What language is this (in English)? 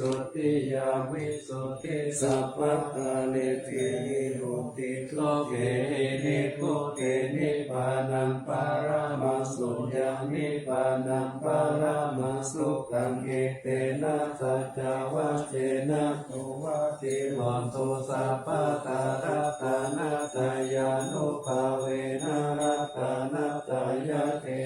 Pali